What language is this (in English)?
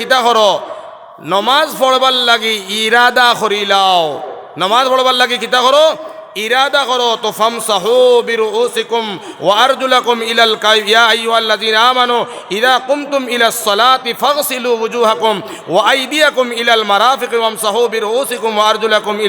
Sylheti